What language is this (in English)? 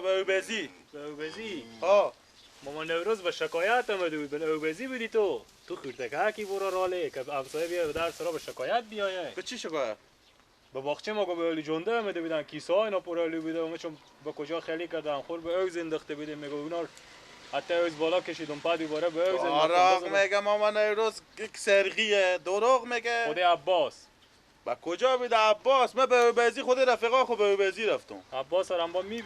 Persian